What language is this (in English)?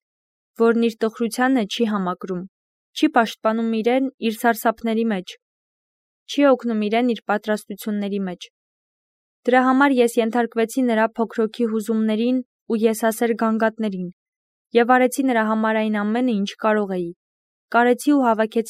Armenian